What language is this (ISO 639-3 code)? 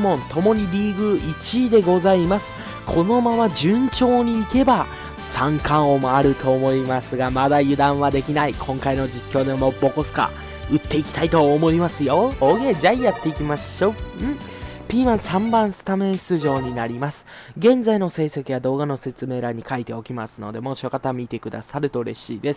jpn